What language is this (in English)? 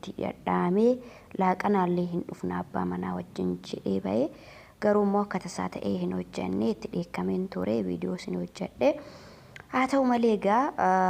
Oromo